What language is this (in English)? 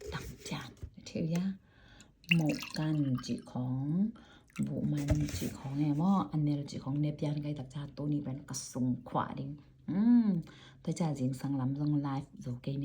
Tedim Chin